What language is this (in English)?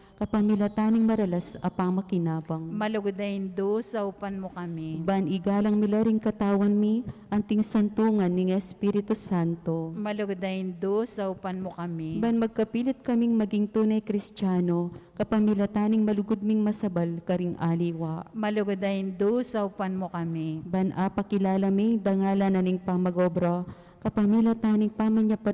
Pampanga